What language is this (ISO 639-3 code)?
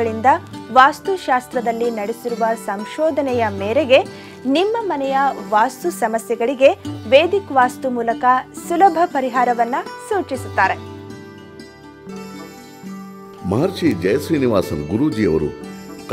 kan